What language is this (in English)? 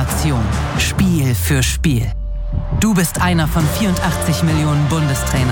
German